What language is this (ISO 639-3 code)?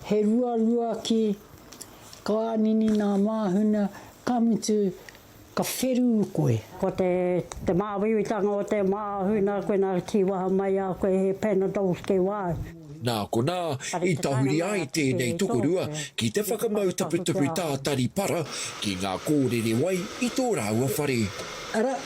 mri